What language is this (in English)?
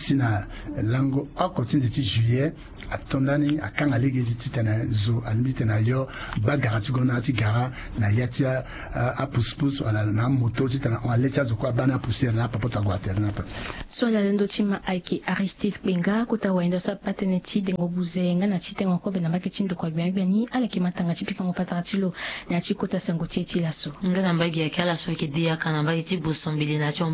Sango